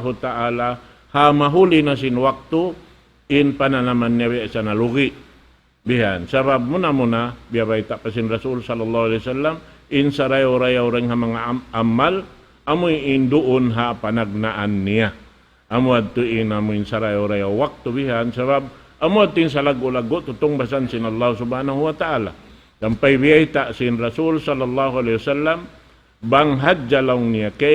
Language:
Tausug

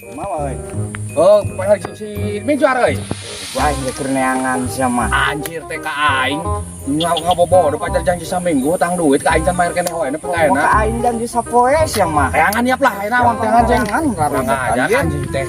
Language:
Sundanese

